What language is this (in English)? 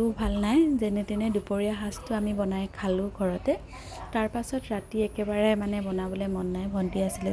Assamese